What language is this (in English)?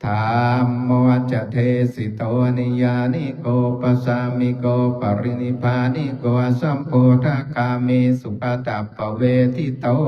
Pali